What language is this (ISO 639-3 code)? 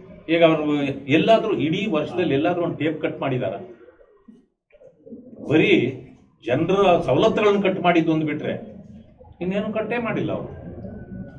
kan